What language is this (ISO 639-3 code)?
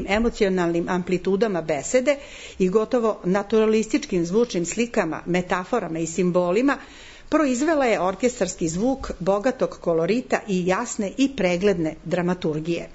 srp